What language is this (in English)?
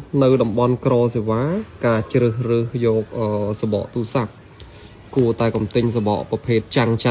Khmer